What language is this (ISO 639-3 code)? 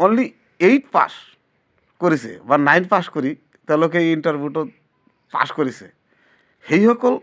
asm